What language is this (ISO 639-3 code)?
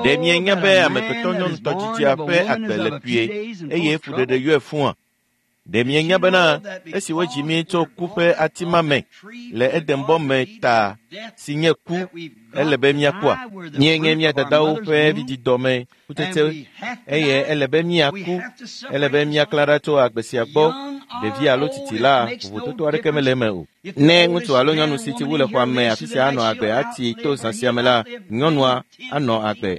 ewe